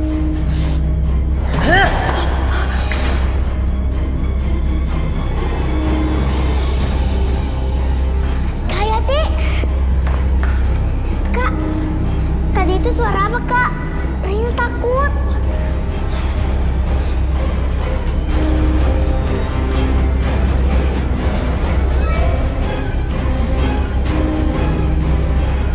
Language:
Indonesian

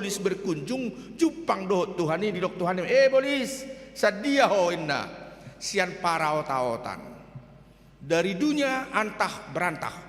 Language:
Batak Toba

